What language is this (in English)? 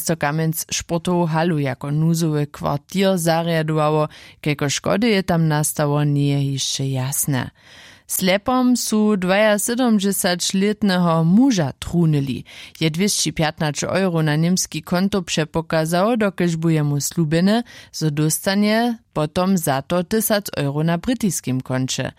Upper Sorbian